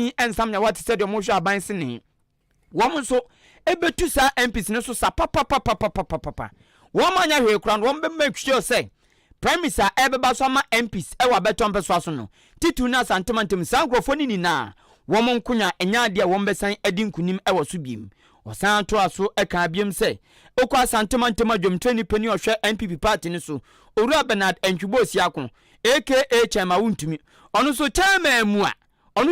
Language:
Akan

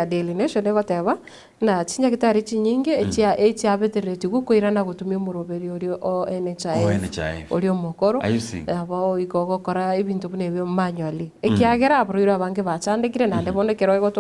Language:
Gusii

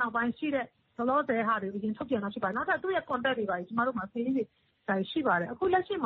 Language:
Burmese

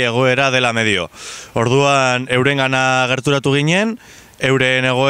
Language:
Basque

